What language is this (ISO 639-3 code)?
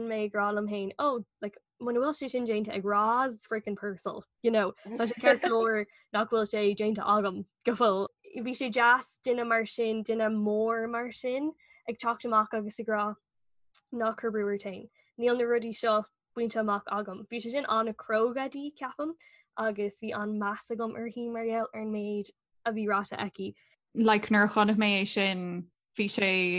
gle